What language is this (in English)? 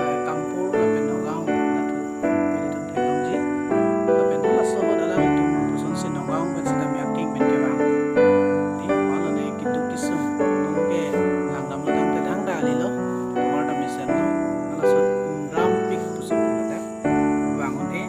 Karbi